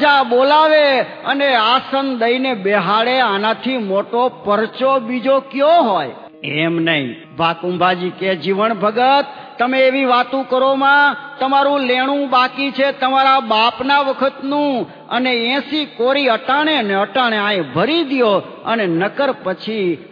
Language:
Gujarati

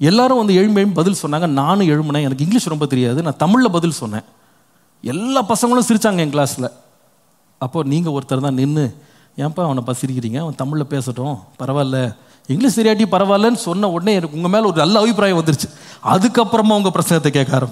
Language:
Tamil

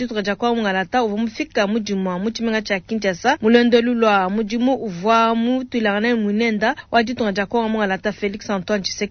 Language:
Luba-Lulua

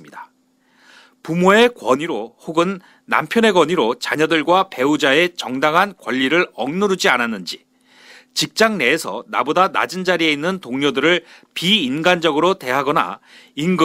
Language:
Korean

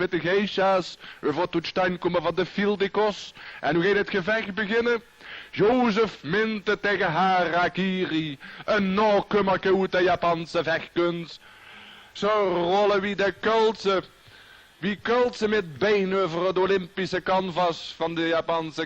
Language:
Limburgish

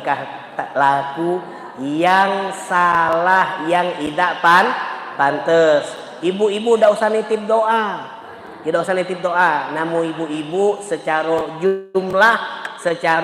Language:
Musi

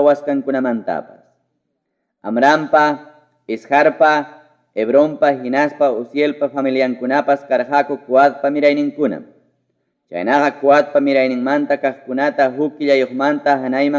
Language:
Ayacucho Quechua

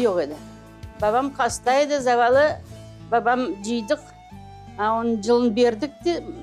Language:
Crimean Tatar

